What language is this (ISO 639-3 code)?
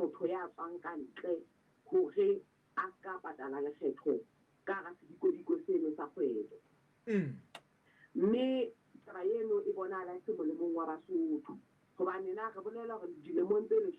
sot